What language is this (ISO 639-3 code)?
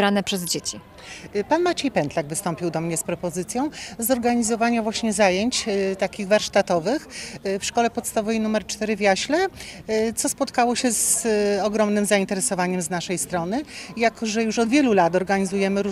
pol